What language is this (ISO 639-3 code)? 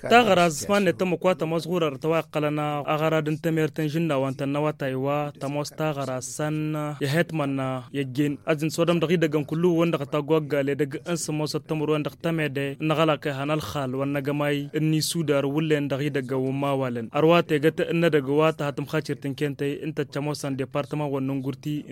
taq